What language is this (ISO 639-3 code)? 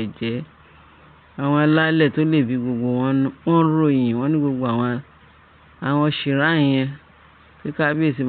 yor